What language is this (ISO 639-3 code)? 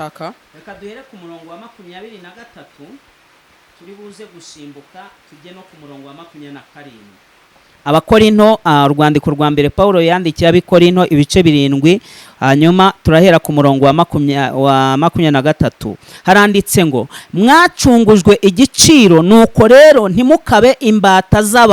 kin